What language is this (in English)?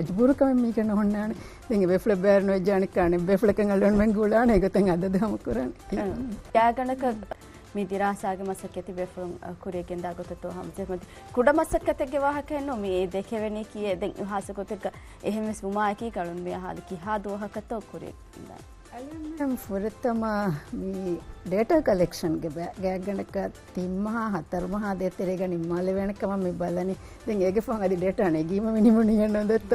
Divehi